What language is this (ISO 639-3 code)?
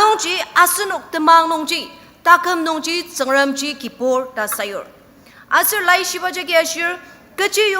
njo